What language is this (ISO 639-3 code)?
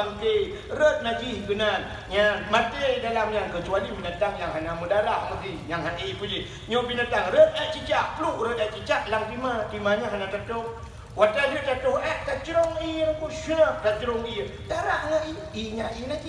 ace